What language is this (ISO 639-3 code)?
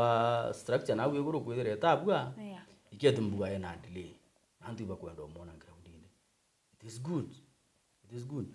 mer